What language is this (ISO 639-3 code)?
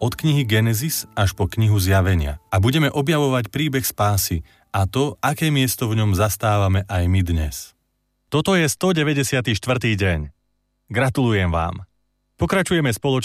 slk